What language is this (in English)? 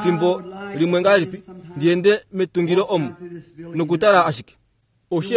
Kuanyama